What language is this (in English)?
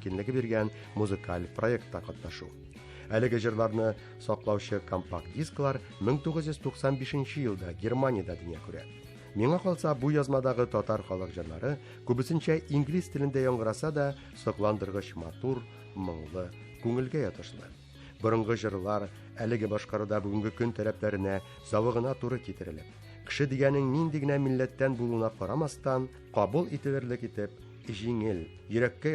Tatar